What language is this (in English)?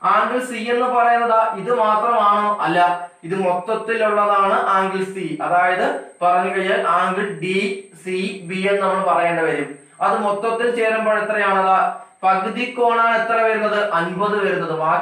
Malayalam